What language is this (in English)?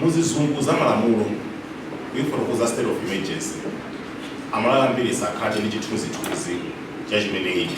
Nyanja